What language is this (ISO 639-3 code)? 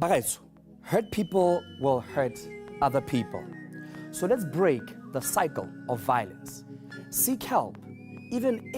tsn